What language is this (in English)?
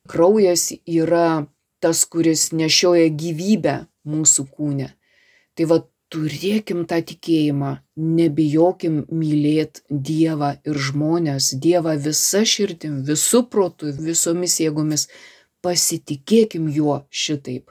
Lithuanian